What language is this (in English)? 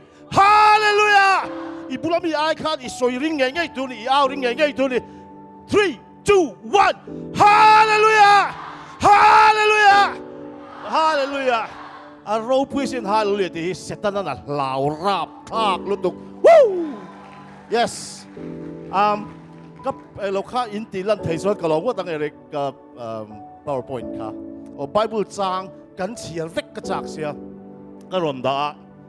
Mizo